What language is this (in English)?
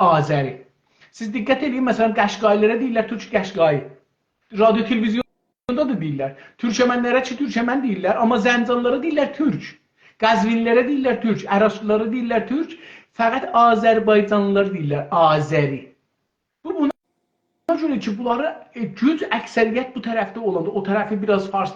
South Azerbaijani